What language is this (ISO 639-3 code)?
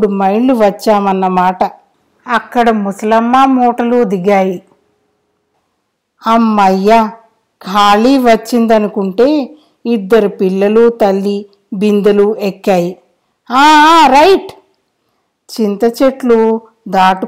tel